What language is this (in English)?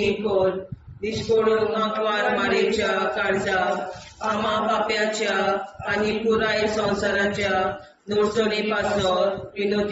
Konkani